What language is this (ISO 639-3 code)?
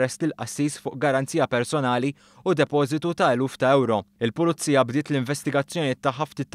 mlt